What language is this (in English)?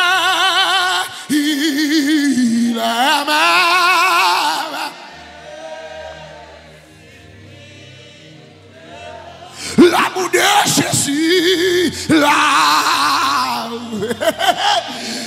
French